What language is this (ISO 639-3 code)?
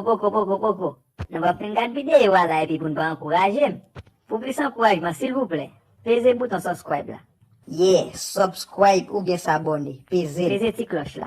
hat